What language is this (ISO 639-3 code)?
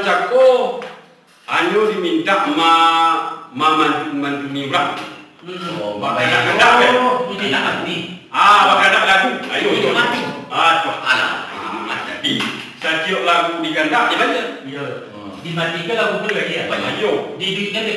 min